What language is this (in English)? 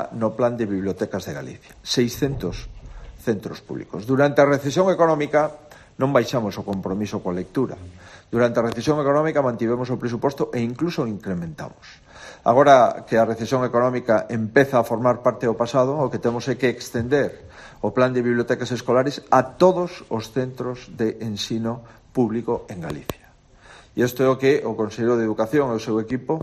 Galician